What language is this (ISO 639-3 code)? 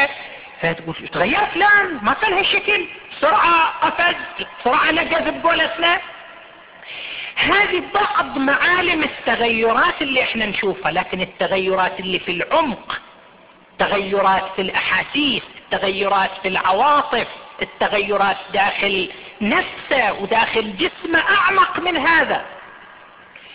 ara